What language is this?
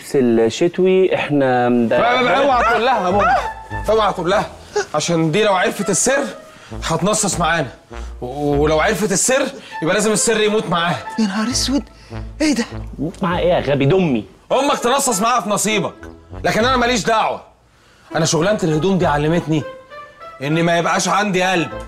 Egyptian Arabic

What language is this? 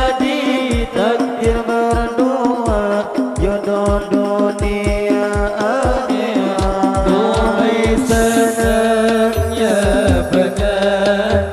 Banjar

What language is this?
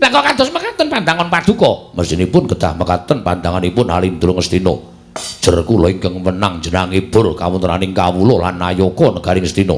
Javanese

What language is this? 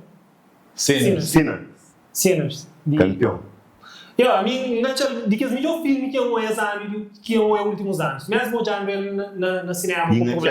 Kabuverdianu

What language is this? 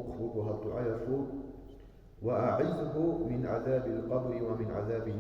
Avaric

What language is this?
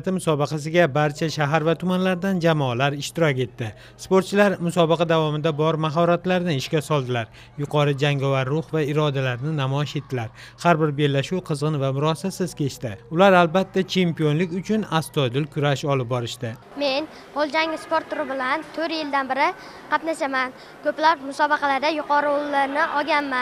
Uzbek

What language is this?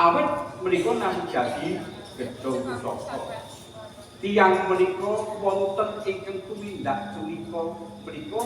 Javanese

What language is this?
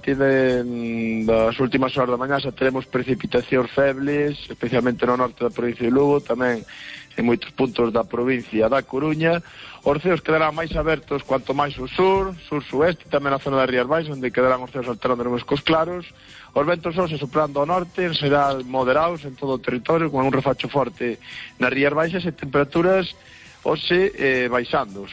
Galician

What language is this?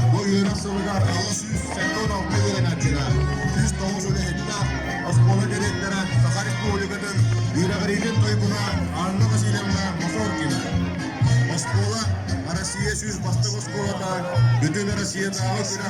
Yakut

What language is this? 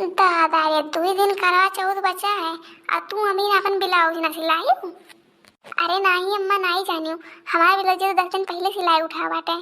Awadhi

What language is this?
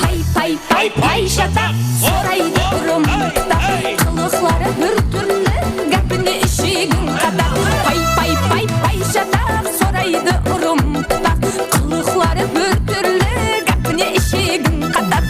Kara-Kalpak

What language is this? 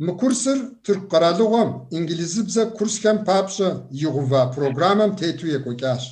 Kabardian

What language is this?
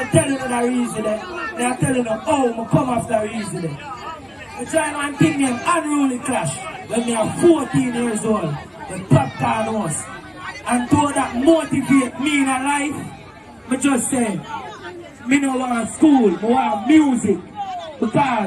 Jamaican Creole English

